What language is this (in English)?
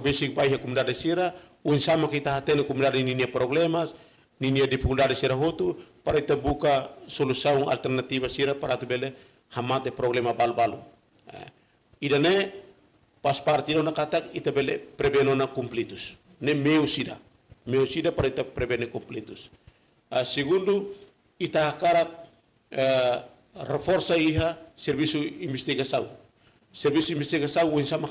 Tetum